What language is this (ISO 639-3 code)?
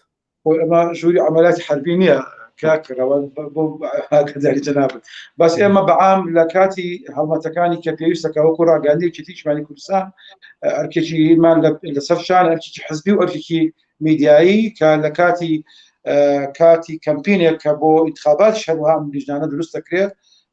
ckb